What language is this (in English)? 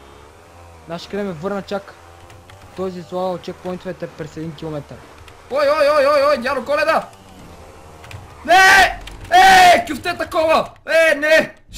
Bulgarian